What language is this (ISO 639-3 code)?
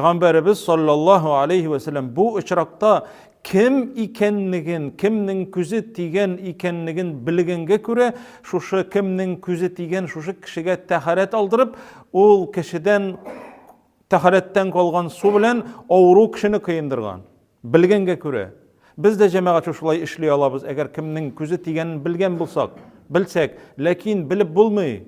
tat